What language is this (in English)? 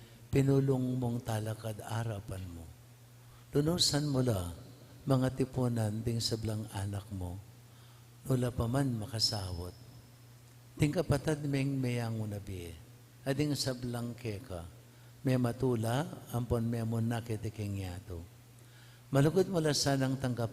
Pampanga